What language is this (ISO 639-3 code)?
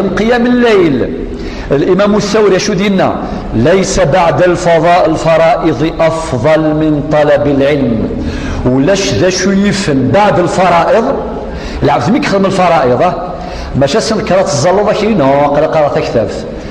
kab